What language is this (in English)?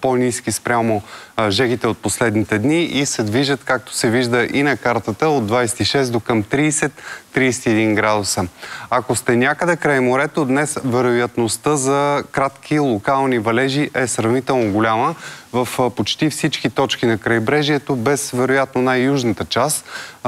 Bulgarian